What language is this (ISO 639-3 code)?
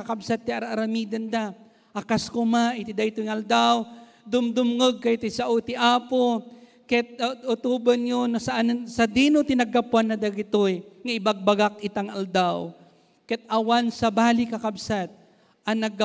ilo